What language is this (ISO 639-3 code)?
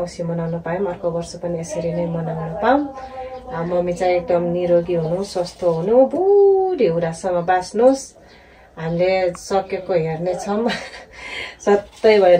nep